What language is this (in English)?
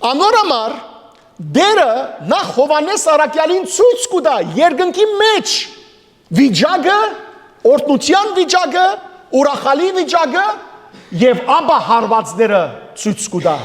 Western Armenian